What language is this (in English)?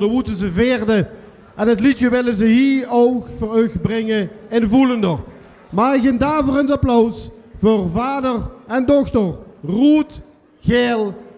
Limburgish